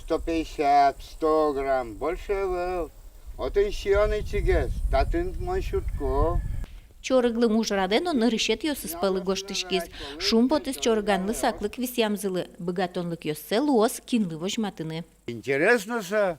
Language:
Udmurt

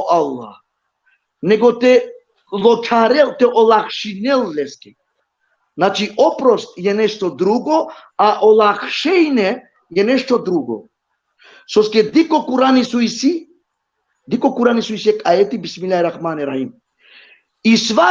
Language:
Balkan Romani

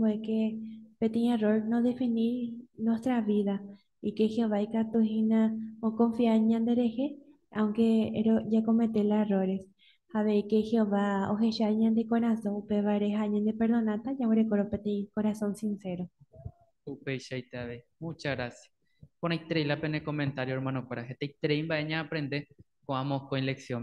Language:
Guarani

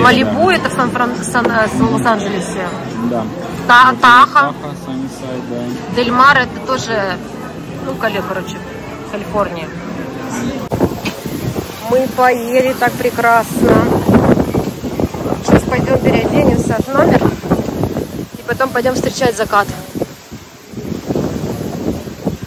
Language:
Russian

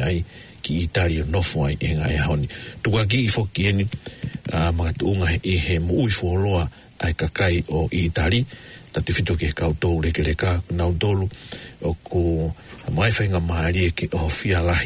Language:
Tongan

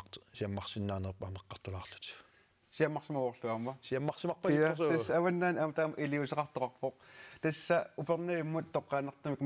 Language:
Kalaallisut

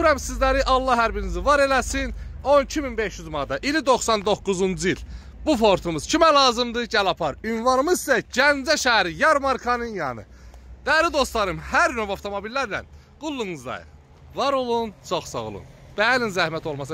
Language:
Azerbaijani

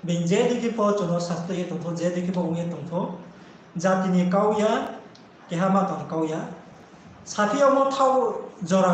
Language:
Riang (India)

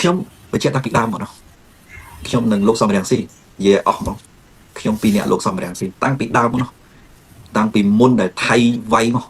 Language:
Khmer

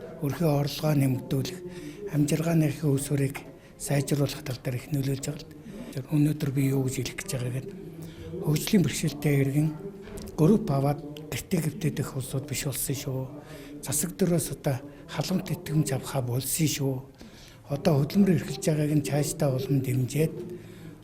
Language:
Mongolian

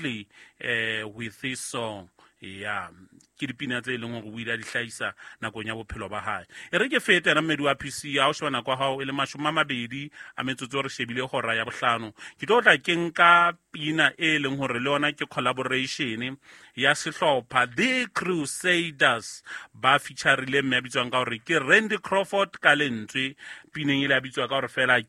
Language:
Southern Sotho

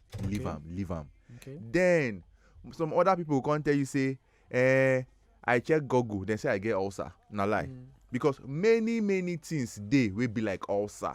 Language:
Nigerian Pidgin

